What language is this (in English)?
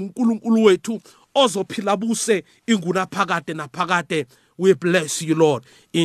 South Ndebele